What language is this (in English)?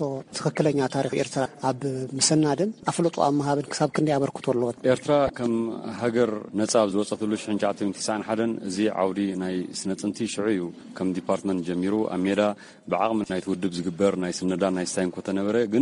Tigrinya